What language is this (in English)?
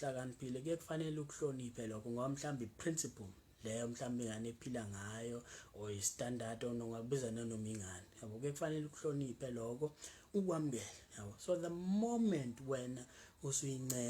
Zulu